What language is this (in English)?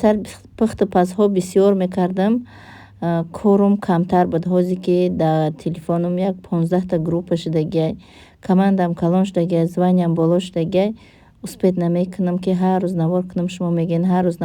Tajik